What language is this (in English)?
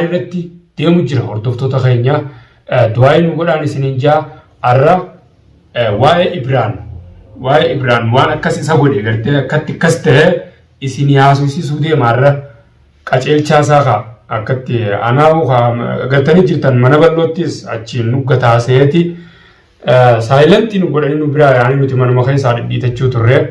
Oromo